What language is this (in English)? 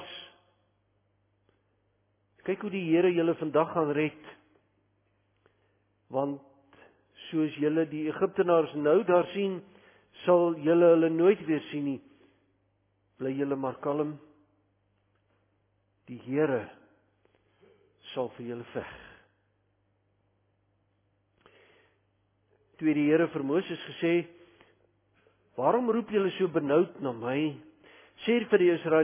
Afrikaans